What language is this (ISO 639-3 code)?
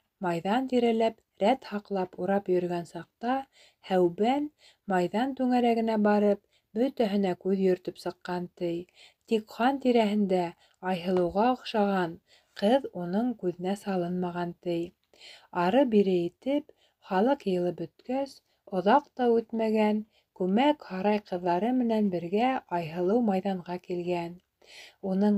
bak